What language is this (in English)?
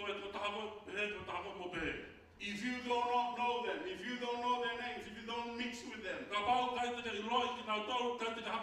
Tongan